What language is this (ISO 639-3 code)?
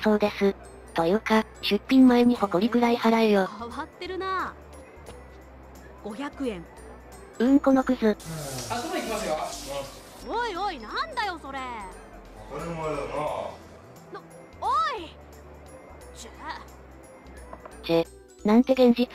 jpn